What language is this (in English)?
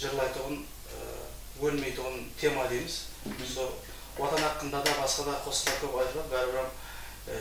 Kara-Kalpak